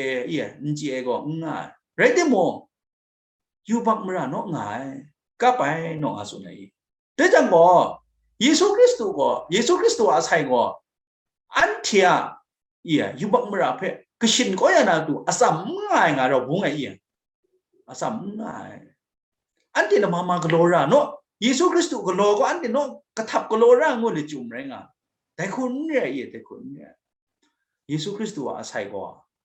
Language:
Kachin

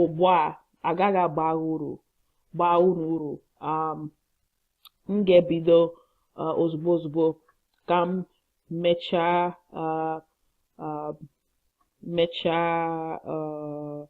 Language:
Igbo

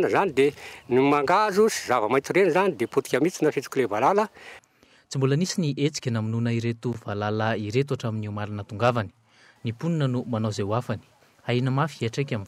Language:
Malagasy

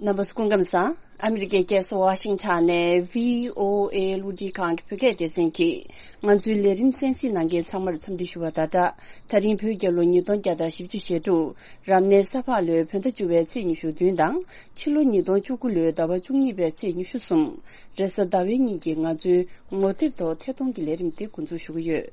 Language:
Tibetan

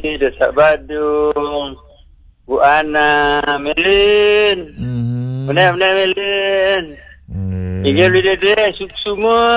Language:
Balinese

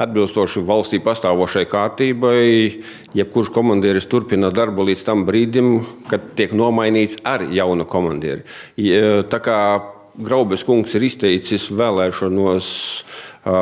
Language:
Latvian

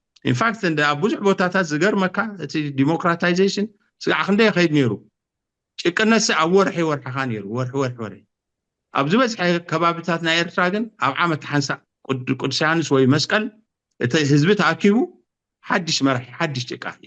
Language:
Tigrinya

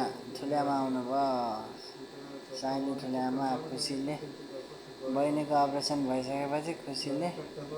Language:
Nepali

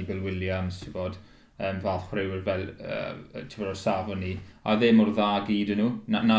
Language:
Welsh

